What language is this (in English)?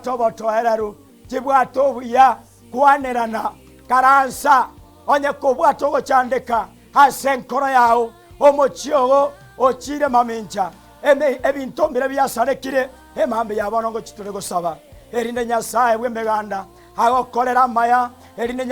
Gusii